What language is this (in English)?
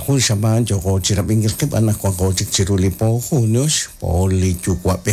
Kekchí